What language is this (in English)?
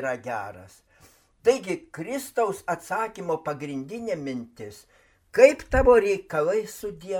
Lithuanian